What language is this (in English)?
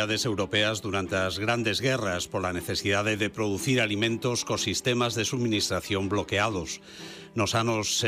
Galician